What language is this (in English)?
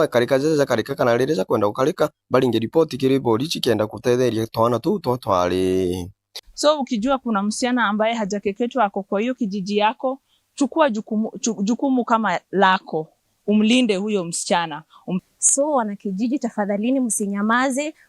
Meru